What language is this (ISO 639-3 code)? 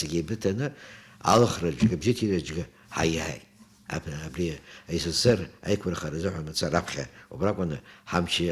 abk